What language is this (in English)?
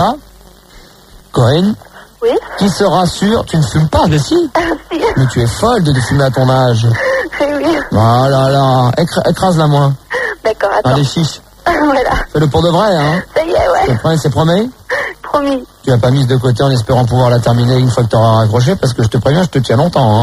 French